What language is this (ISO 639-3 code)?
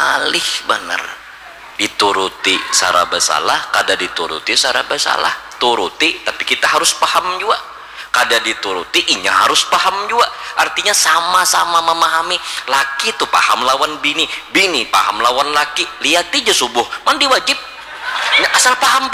bjn